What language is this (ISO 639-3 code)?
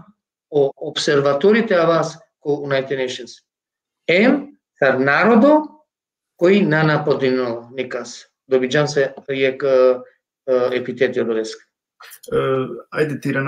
rmn